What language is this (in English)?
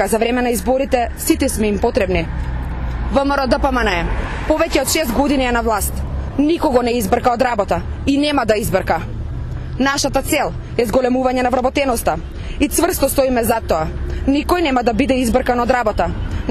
Macedonian